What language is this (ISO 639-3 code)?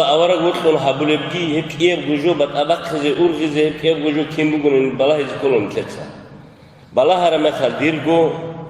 ava